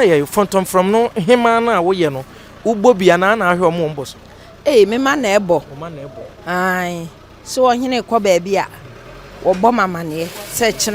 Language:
Akan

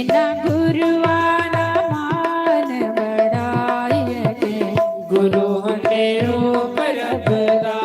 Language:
Dogri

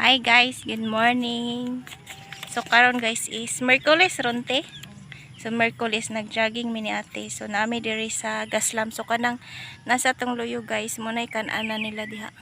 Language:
Cebuano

